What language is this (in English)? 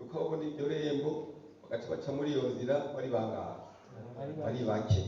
Rundi